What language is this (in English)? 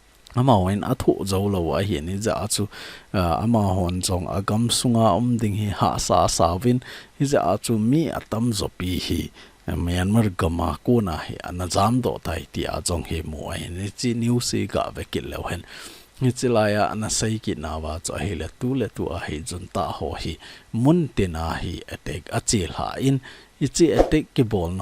Thado Chin